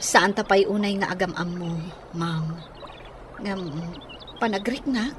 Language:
Iloko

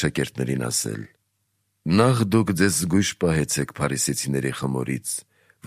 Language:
Armenian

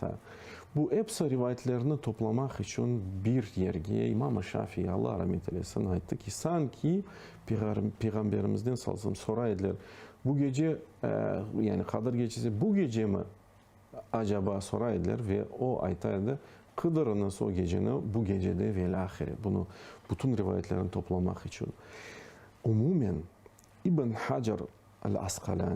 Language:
Crimean Tatar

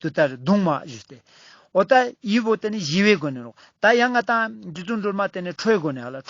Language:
Ladakhi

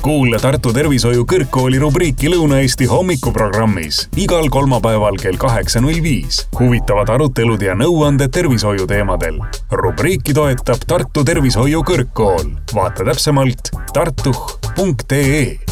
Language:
Estonian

